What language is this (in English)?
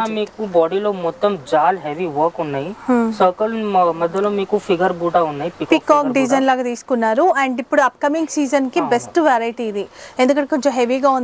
Telugu